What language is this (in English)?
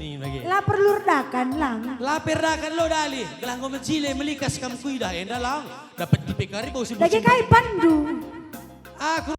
Batak Karo